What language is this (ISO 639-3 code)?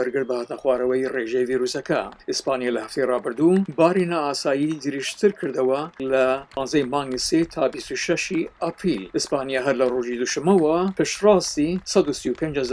ckb